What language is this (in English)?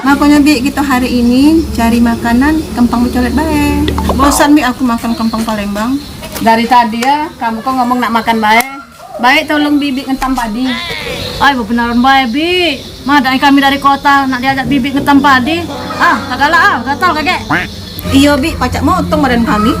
Musi